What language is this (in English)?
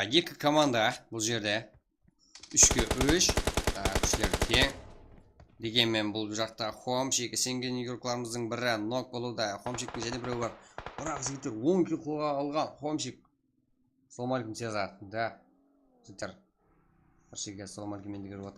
Kara-Kalpak